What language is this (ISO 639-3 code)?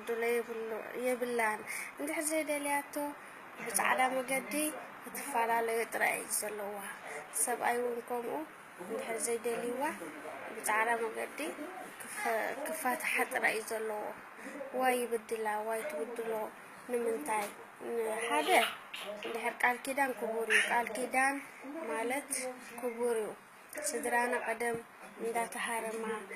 tir